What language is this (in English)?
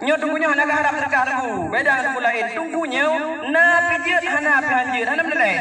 Achinese